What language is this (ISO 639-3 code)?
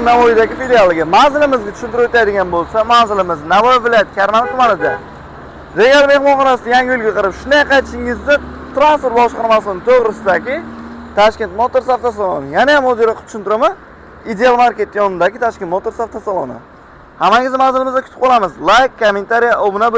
uzb